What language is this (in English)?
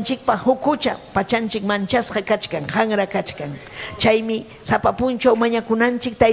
Ayacucho Quechua